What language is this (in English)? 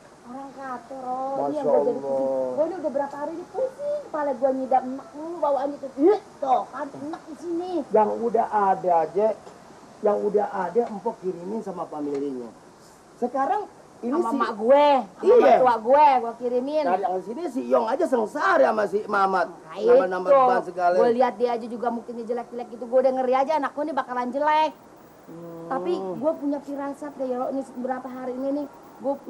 Betawi